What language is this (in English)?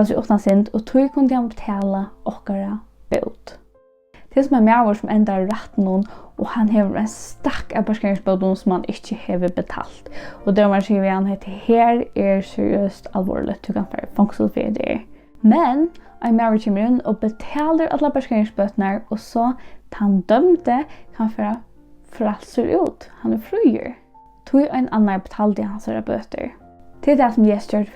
Faroese